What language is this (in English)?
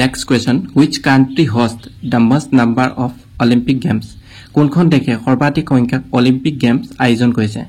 Assamese